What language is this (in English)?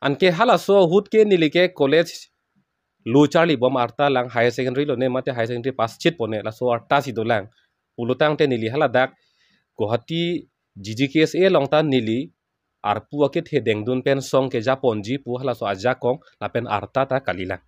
Karbi